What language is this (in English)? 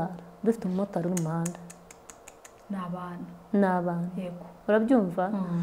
Kinyarwanda